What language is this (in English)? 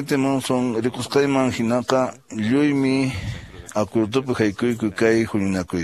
Quechua